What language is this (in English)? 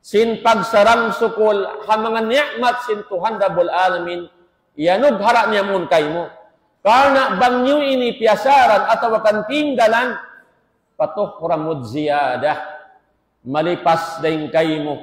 Tausug